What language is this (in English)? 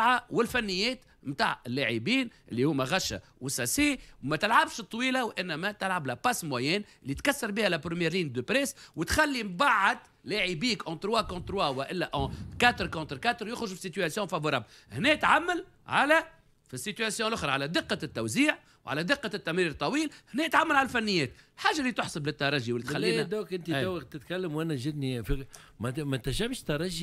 Tunisian Arabic